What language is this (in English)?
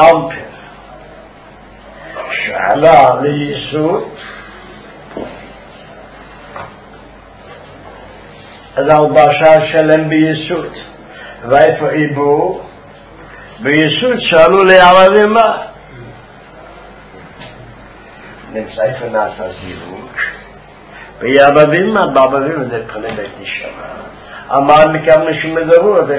Hebrew